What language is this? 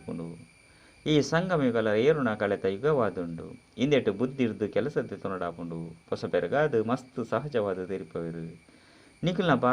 Tulu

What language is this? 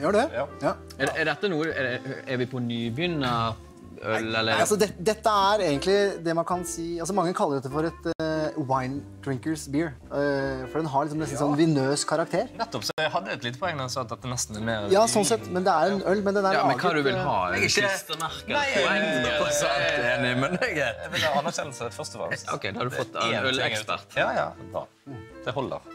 Norwegian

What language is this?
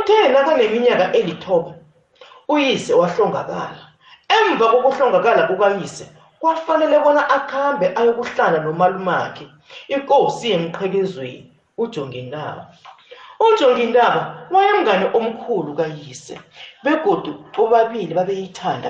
South Ndebele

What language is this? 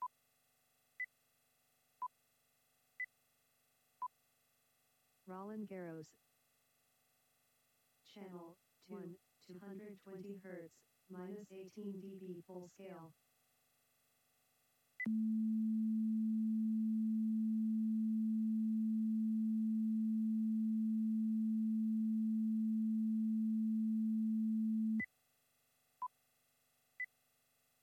English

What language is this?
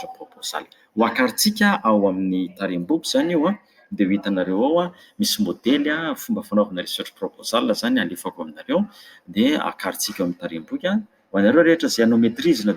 Malagasy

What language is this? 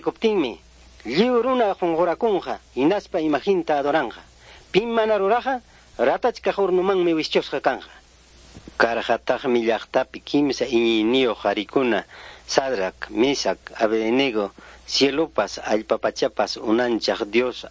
Ayacucho Quechua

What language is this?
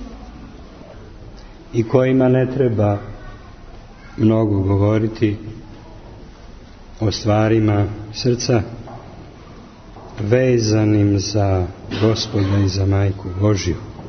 Croatian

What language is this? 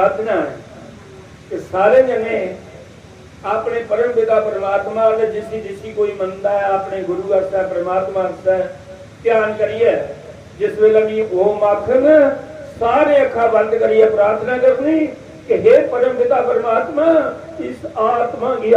Dogri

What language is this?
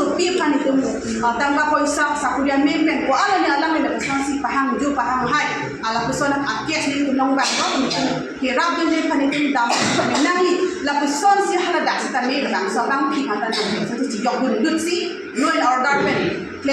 Karbi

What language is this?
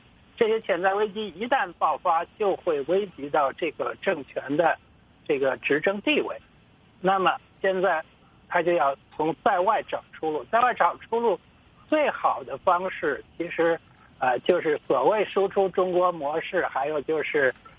Chinese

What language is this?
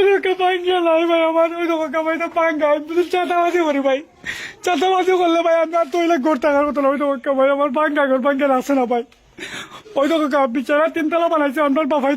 Sylheti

